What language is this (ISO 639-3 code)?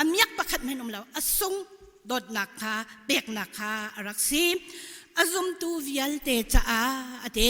cnh